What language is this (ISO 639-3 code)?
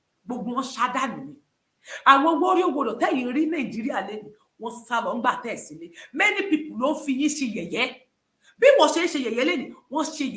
yor